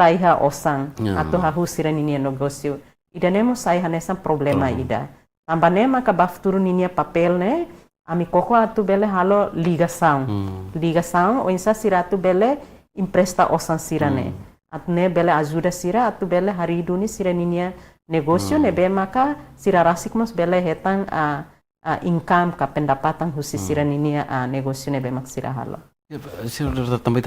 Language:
Tetum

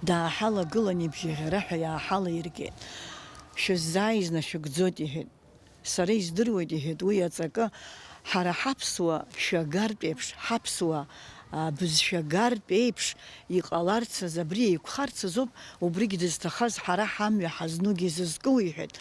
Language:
Abkhazian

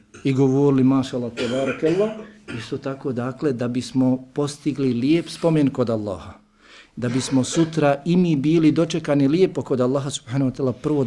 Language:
Bosnian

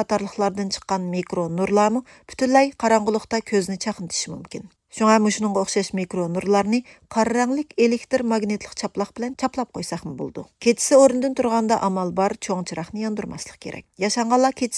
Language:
Uyghur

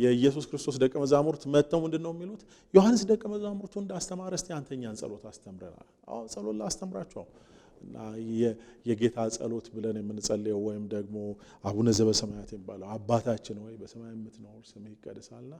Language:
Amharic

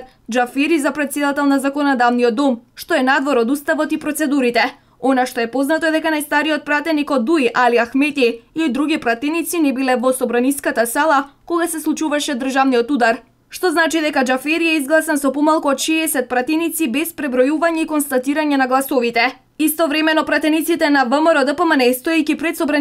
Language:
Macedonian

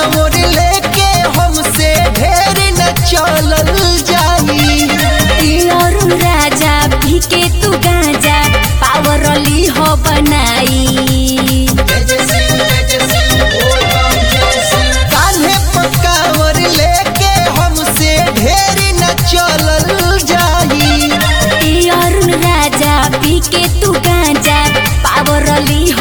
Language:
Bhojpuri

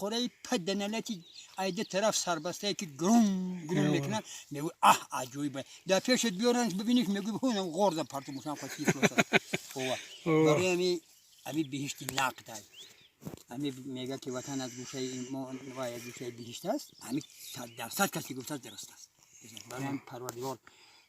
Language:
Tajik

